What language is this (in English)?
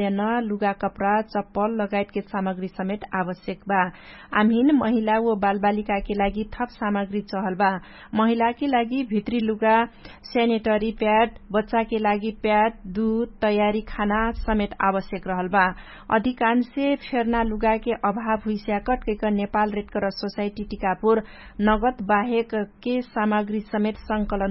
Dangaura Tharu